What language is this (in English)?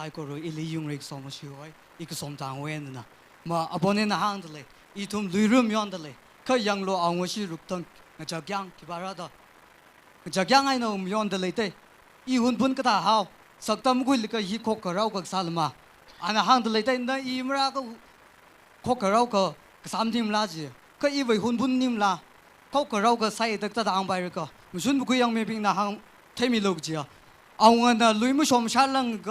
Tangkhul Naga (India)